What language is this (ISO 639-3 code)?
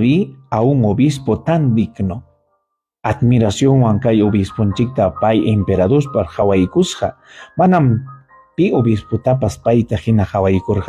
quy